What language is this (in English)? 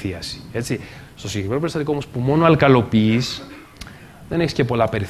Greek